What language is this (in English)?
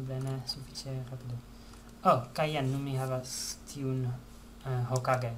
Esperanto